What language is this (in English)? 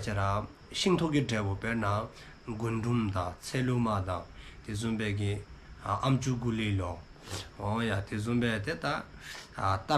Dzongkha